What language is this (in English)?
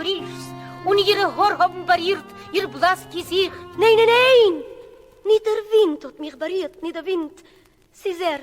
Yiddish